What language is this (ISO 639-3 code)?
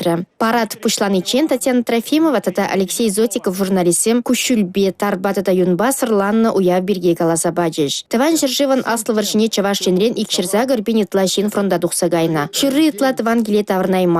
chv